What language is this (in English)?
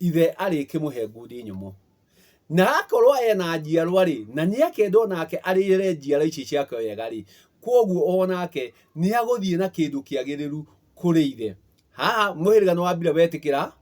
Kikuyu